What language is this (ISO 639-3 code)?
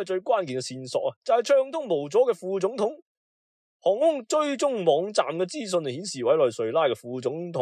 yue